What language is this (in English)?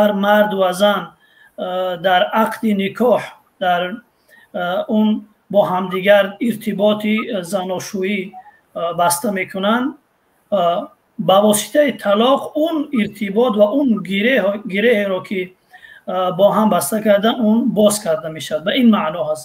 Tajik